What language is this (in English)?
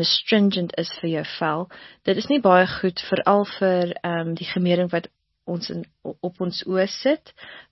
Afrikaans